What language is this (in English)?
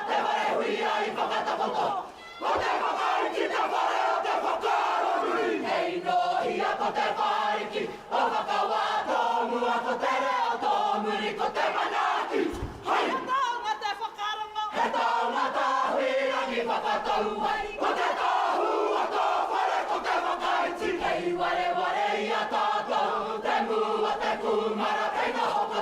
Māori